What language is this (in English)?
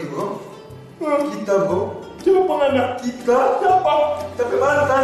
Manado Malay